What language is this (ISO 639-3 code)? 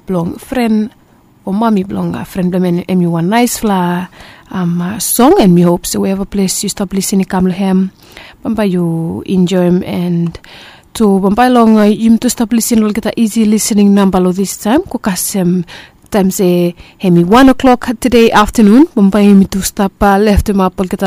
bis